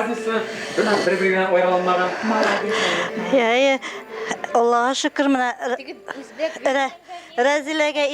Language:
Bashkir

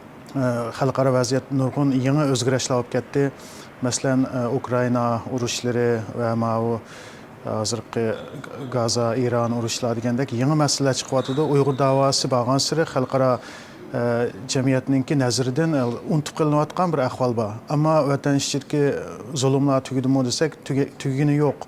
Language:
Uyghur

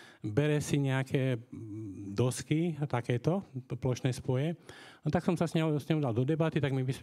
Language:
Slovak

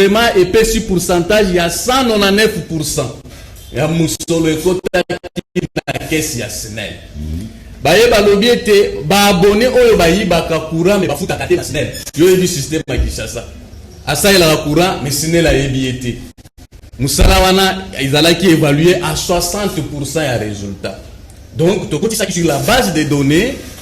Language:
Lingala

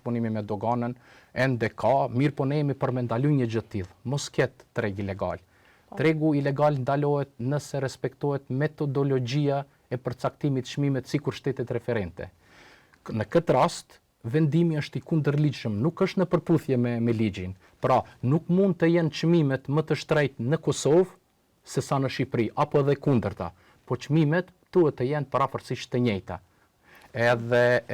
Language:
Albanian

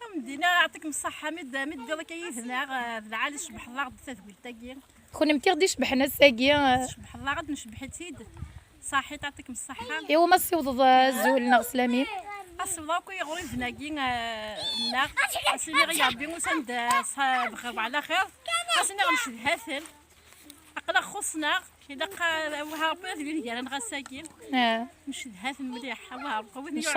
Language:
Kabyle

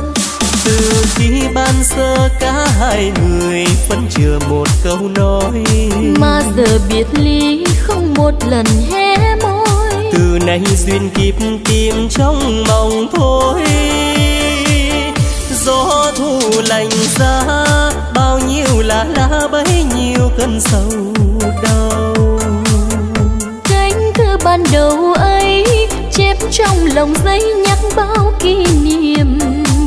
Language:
Vietnamese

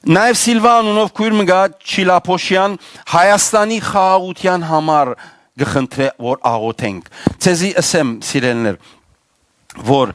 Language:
Western Armenian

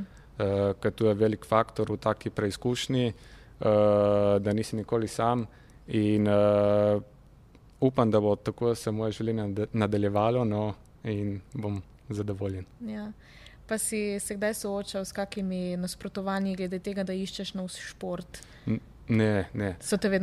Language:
Slovenian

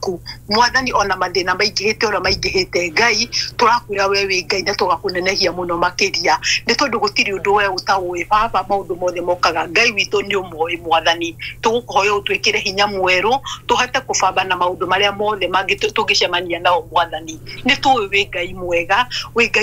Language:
Kikuyu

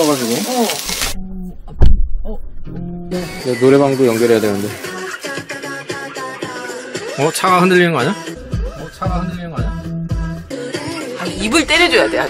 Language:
Korean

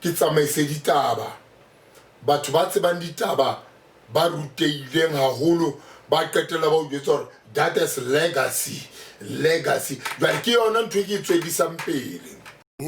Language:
Southern Sotho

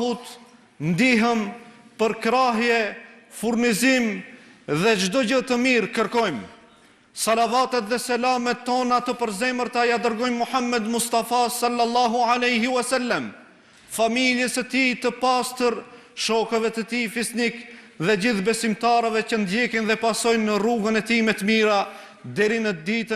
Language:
Albanian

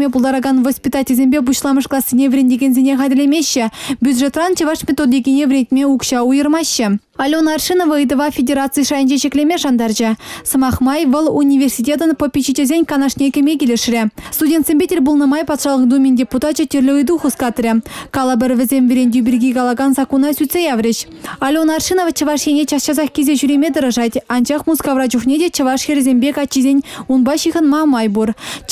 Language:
Chuvash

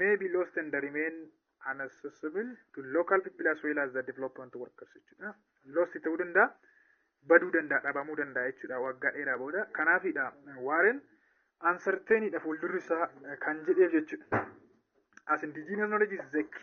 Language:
Oromo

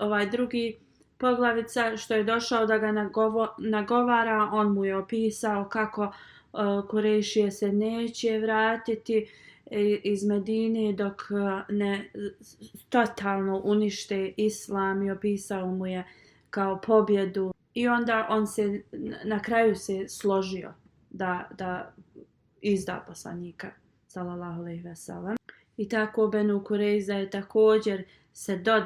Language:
Bosnian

